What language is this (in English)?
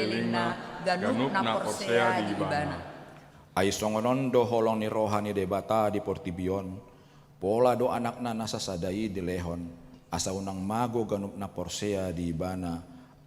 Batak Toba